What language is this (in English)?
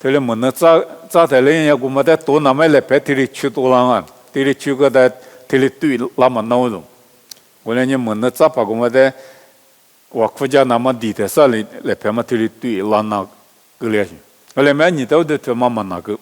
Lisu